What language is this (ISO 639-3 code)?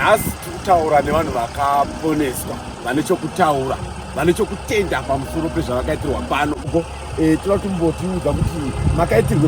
sna